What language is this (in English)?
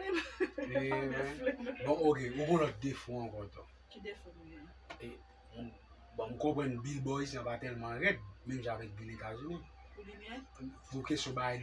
Haitian Creole